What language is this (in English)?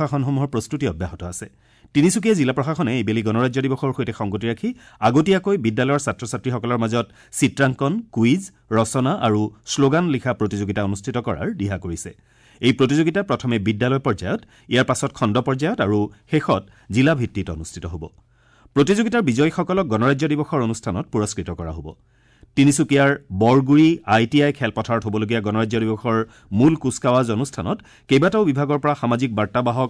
Assamese